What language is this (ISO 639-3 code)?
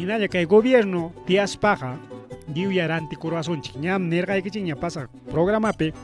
quy